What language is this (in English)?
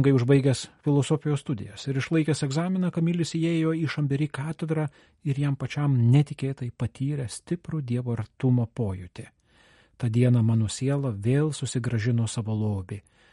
Lithuanian